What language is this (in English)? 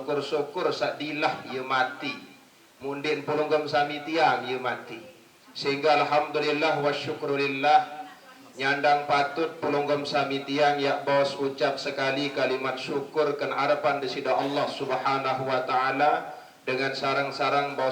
Sasak